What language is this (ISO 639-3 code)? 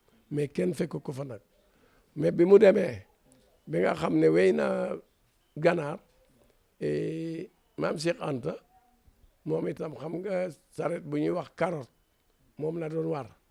wol